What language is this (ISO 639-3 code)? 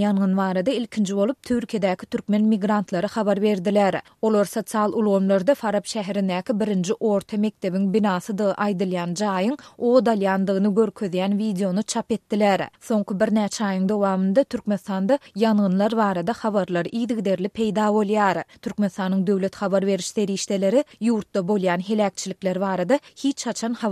tuk